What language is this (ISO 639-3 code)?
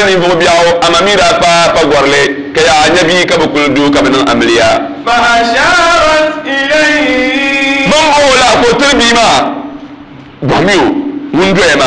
dag